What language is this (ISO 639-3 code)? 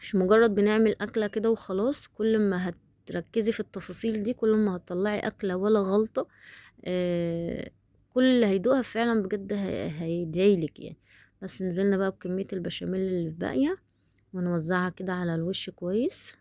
arz